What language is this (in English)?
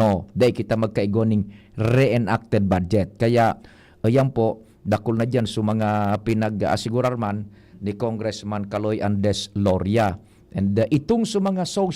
Bikol